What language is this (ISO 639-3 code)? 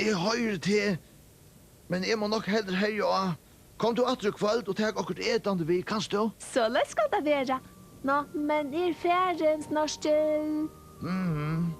fao